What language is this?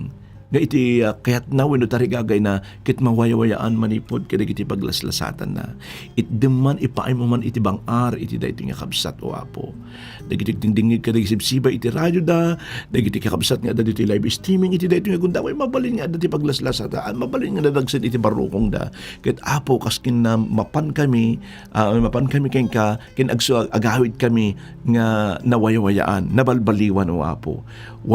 Iloko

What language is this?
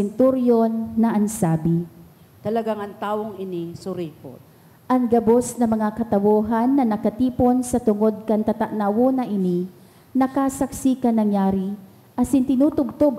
Bikol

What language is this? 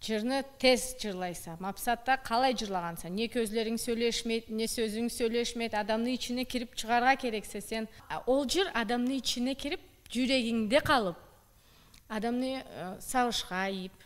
Karachay-Balkar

